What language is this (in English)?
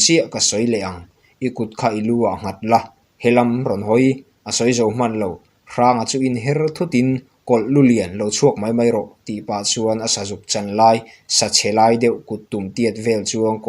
Mizo